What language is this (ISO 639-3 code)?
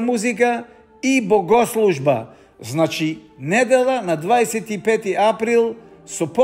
mkd